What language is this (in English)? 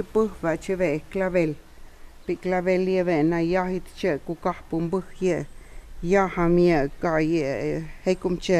Totontepec Mixe